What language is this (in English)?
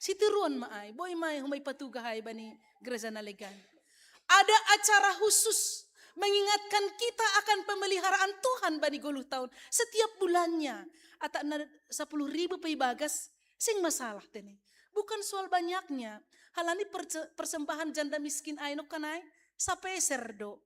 Batak Simalungun